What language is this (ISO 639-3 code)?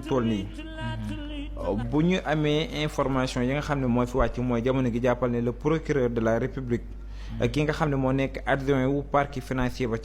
wol